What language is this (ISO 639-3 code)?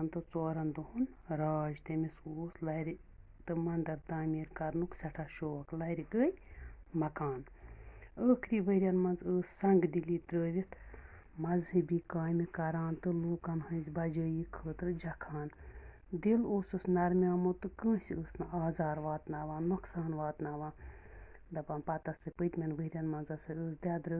kas